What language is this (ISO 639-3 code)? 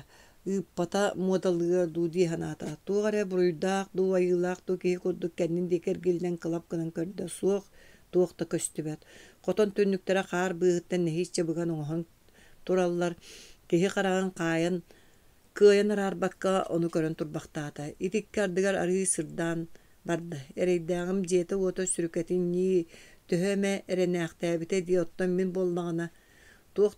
sah